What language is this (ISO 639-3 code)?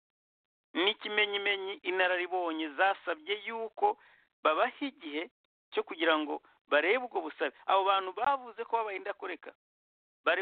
kin